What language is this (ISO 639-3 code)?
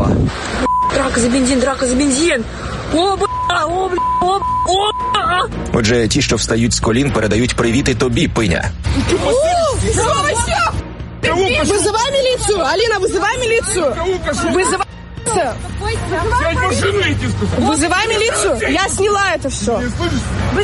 ukr